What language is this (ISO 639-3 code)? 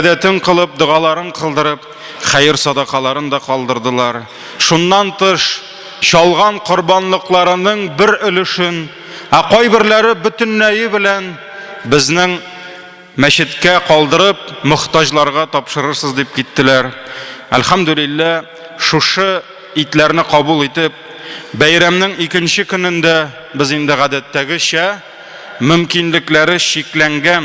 tat